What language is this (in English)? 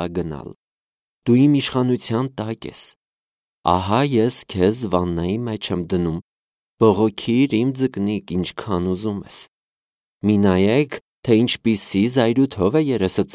Armenian